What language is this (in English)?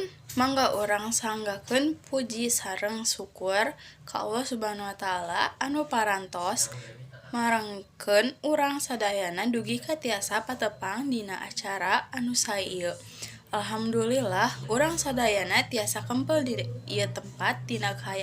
Sundanese